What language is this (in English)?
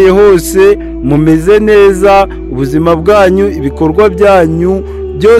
Kinyarwanda